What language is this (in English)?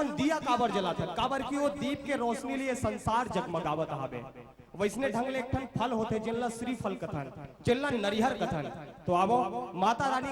Chhattisgarhi